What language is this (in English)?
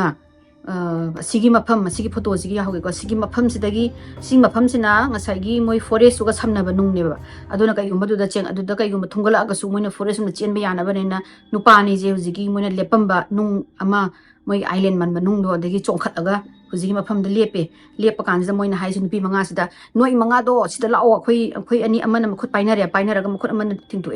Manipuri